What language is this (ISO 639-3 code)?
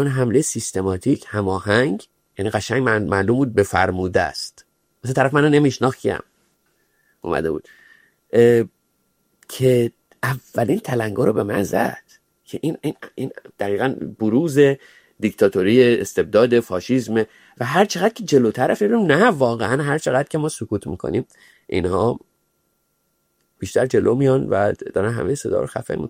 fas